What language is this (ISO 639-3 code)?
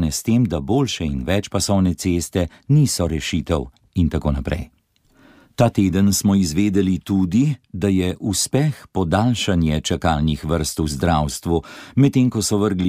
slv